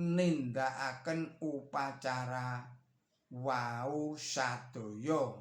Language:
Javanese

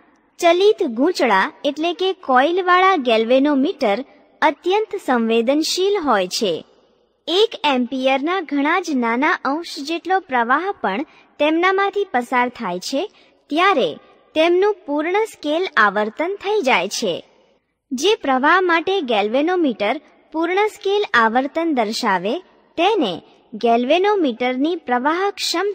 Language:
Gujarati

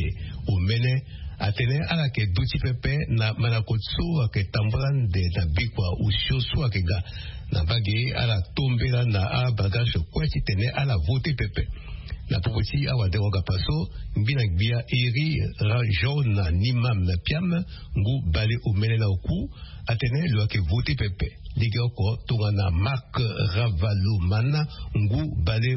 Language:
Sango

